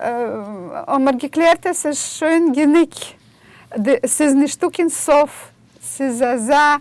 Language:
Yiddish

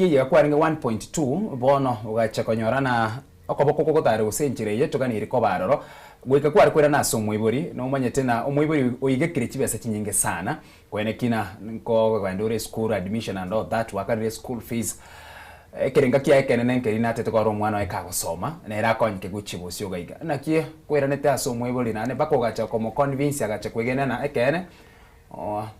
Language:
Gusii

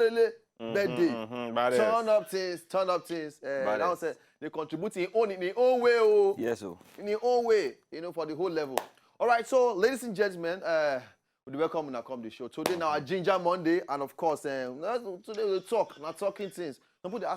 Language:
Nigerian Pidgin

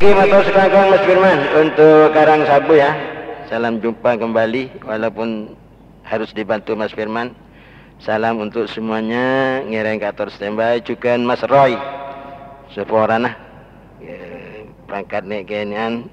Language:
Madurese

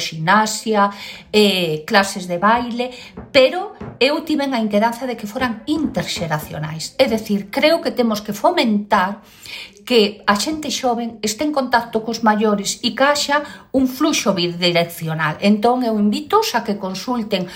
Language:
Galician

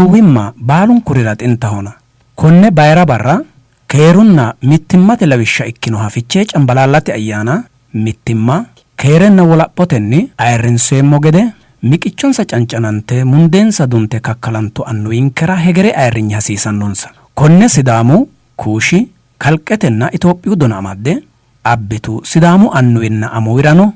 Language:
Sidamo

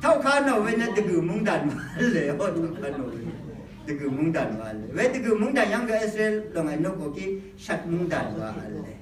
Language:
Rawang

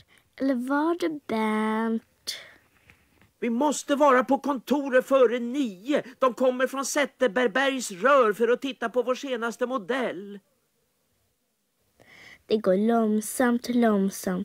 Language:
Swedish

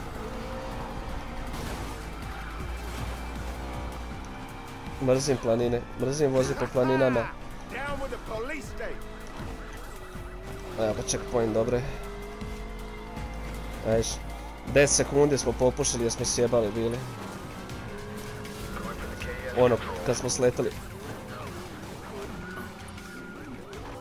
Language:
Croatian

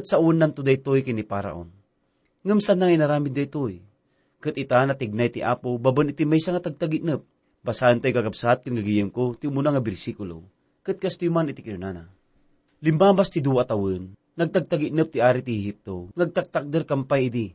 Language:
Iloko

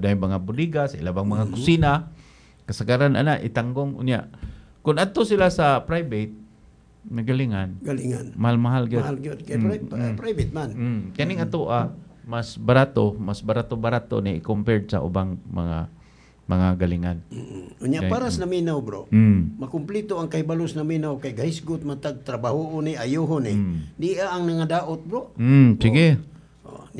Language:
Cebuano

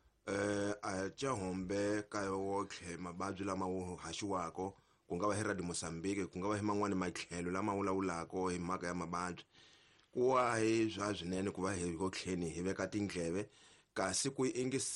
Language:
Tsonga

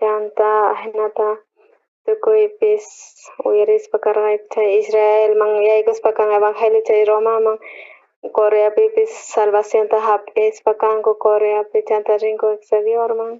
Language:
South Bolivian Quechua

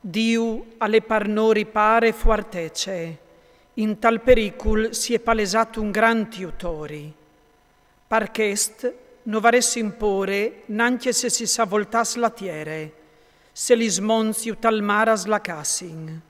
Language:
Friulian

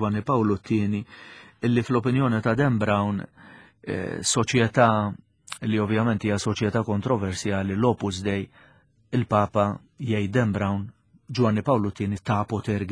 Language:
Maltese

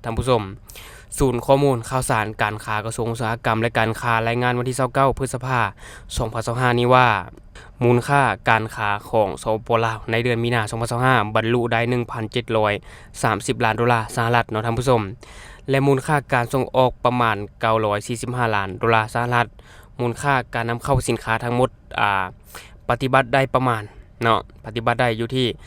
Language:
Lao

